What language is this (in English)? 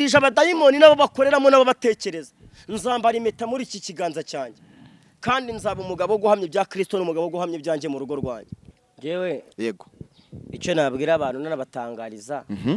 Kinyarwanda